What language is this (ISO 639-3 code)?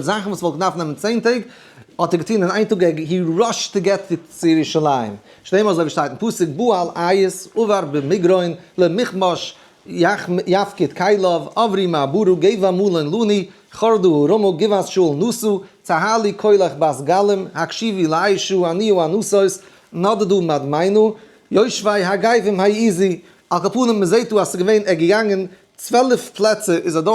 yid